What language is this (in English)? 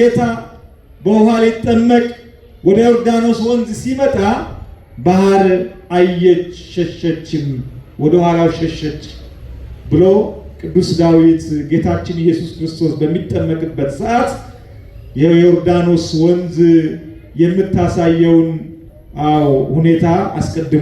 Amharic